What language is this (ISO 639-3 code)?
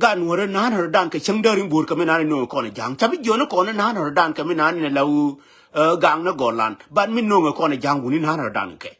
nus